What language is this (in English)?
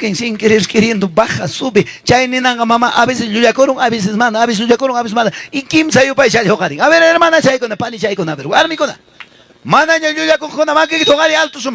Ayacucho Quechua